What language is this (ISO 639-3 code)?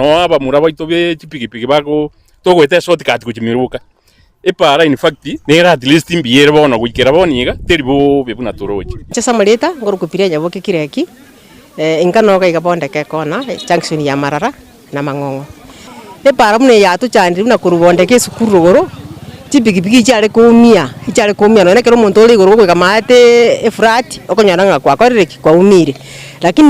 guz